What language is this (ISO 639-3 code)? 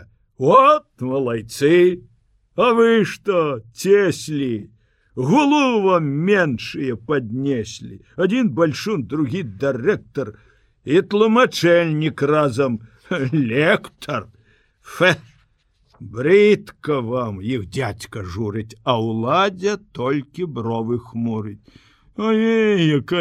bel